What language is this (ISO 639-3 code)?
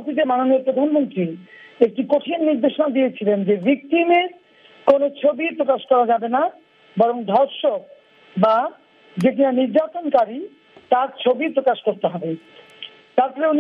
ben